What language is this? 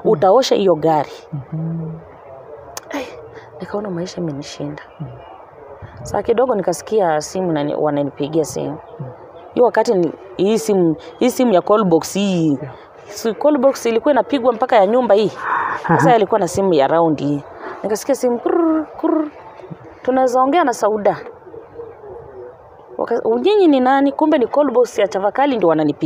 Swahili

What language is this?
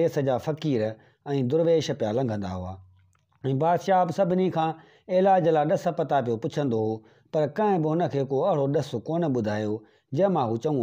Sindhi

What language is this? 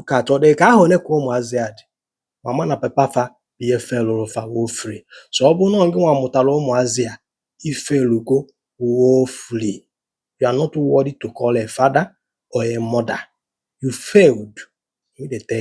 Igbo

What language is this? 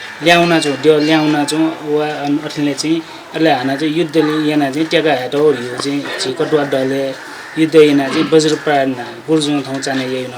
Newari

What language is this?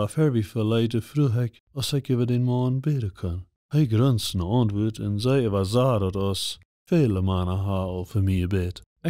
Plautdietsch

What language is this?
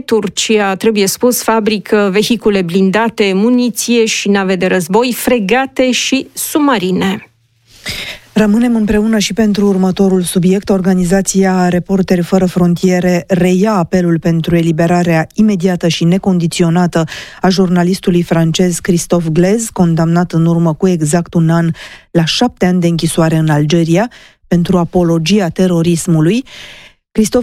Romanian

